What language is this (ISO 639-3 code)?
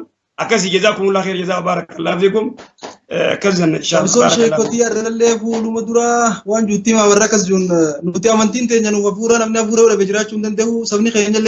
orm